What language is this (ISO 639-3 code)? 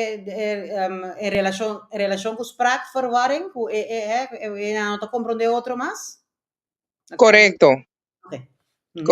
pap